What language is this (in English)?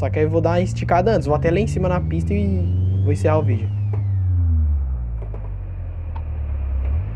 Portuguese